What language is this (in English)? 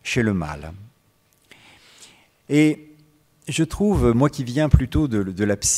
French